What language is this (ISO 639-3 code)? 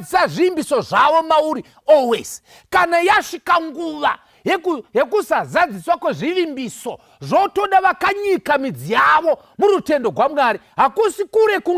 sna